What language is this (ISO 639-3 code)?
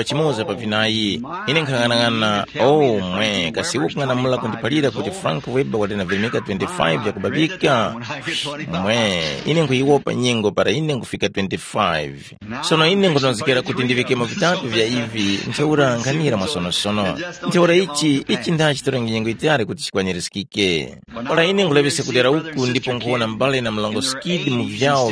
tum